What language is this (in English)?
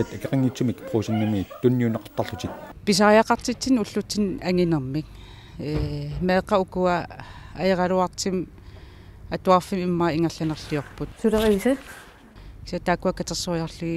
Kalaallisut